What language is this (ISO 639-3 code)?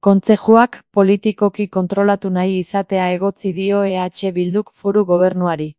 eus